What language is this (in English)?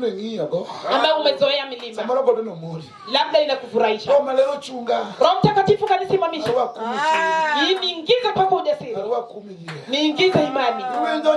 Luo (Kenya and Tanzania)